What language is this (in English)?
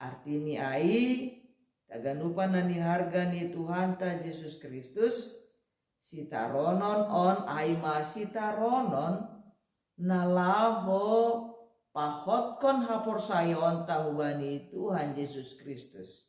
Batak Simalungun